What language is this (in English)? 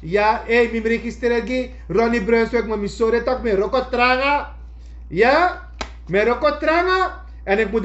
Sranan Tongo